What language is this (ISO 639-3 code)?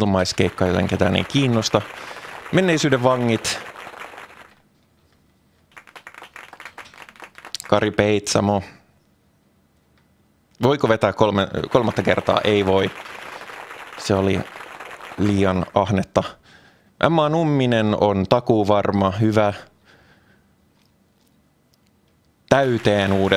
fin